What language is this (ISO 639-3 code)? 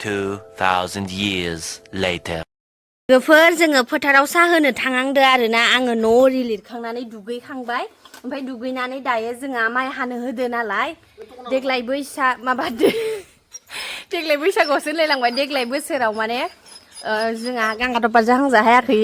brx